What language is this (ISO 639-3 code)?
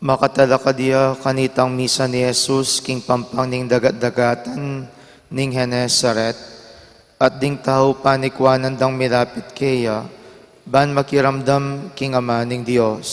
pam